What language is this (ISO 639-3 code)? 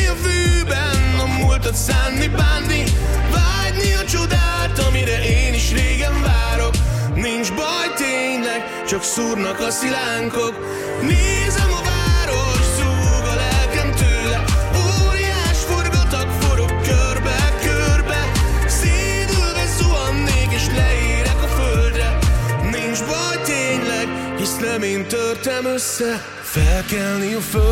hun